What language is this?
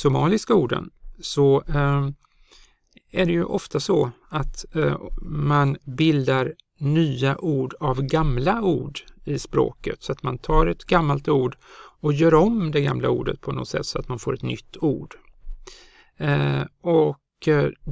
Swedish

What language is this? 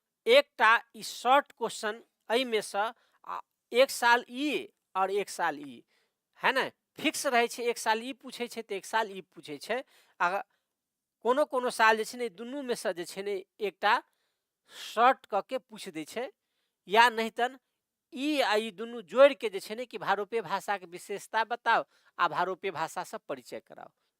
Maithili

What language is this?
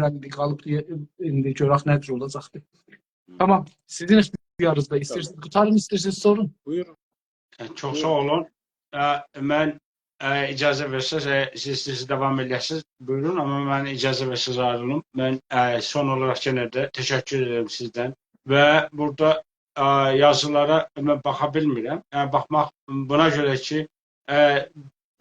South Azerbaijani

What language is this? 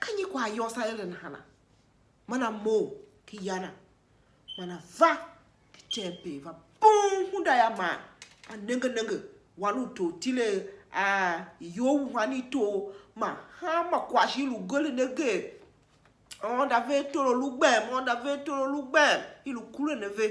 Tiv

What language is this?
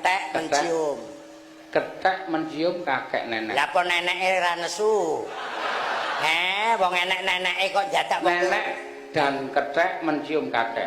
Javanese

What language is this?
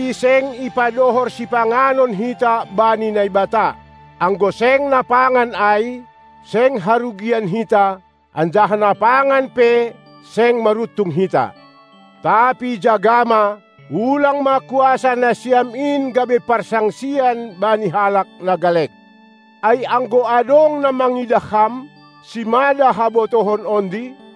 Batak Simalungun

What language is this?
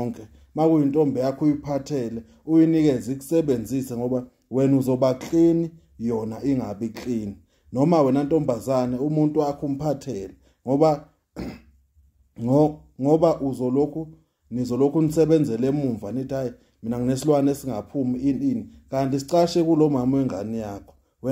Zulu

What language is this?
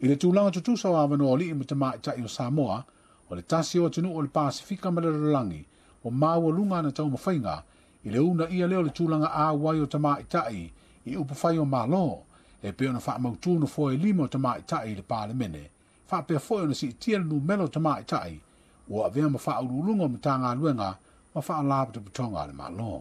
Samoan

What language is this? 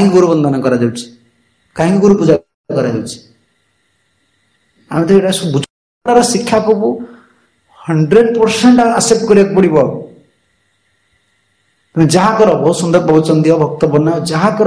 Odia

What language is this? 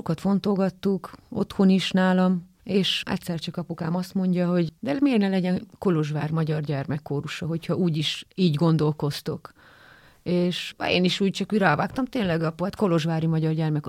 Hungarian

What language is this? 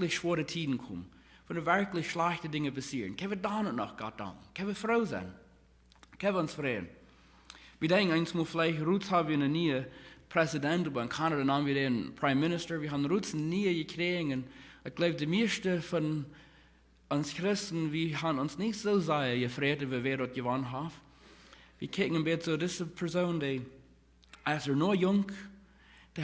Plautdietsch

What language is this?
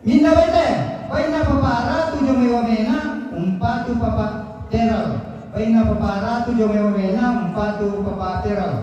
Toraja-Sa'dan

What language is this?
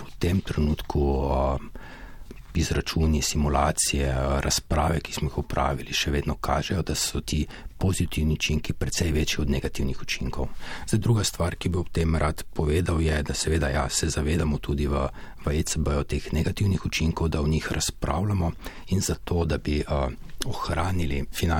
Slovenian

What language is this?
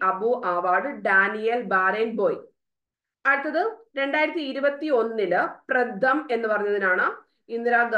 Malayalam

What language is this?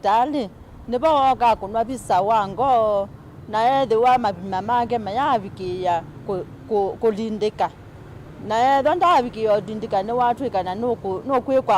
Kamba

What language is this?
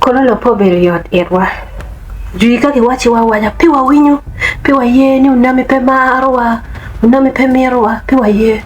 Acoli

